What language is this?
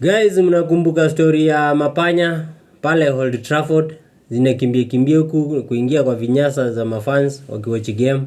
Swahili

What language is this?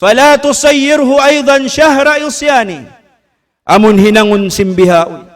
Tausug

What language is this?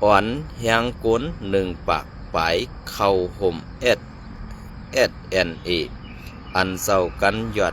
Shan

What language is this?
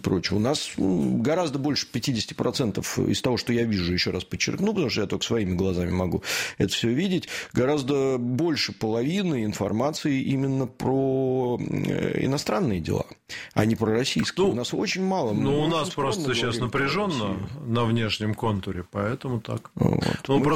Russian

